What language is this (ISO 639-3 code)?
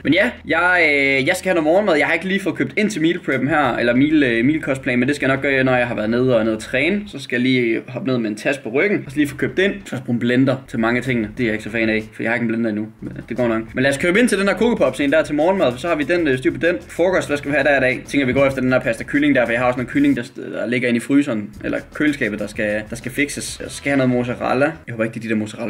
dan